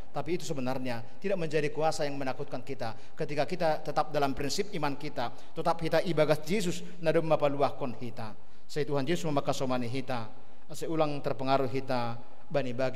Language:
Batak Simalungun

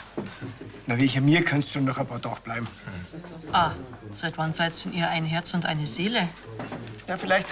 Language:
Bavarian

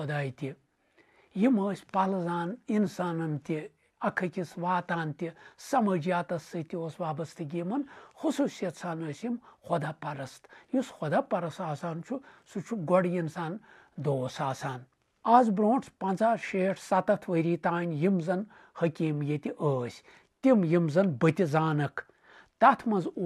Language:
Kashmiri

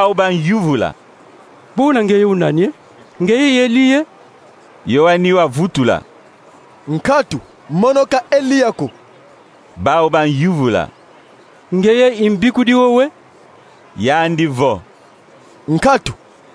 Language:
Kongo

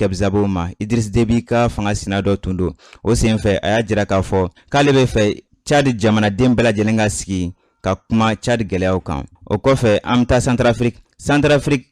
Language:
Bambara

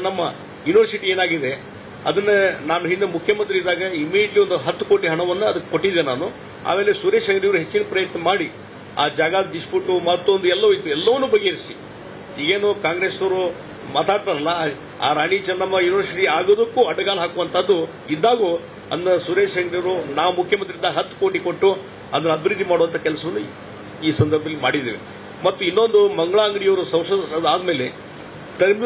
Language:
Kannada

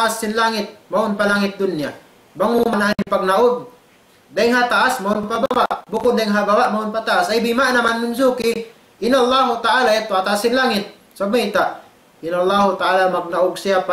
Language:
Tausug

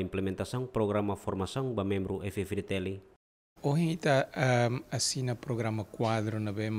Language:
Tetum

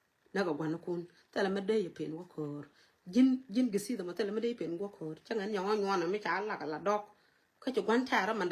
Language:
Nuer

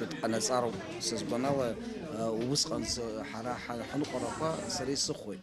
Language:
Abkhazian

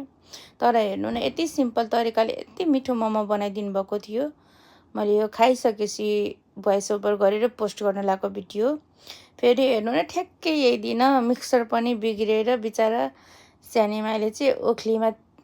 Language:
Nepali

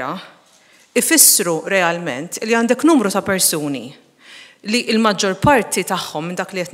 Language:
Maltese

